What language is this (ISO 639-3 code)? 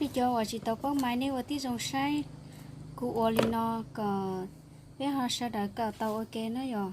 hmn